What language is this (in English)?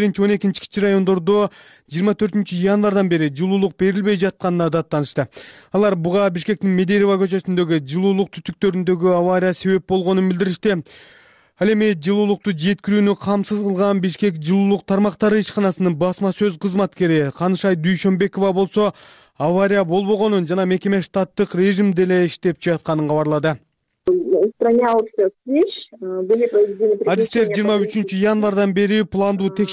Kyrgyz